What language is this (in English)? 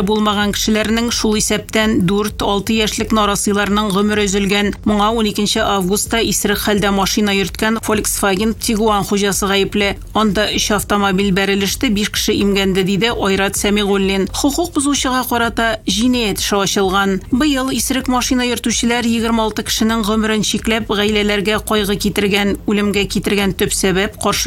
Tatar